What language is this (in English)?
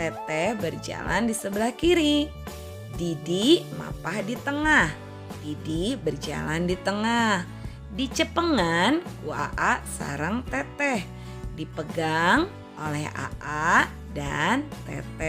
Sundanese